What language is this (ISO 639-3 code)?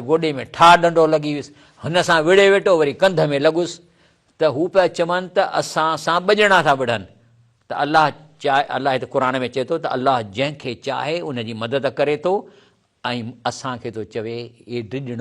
snd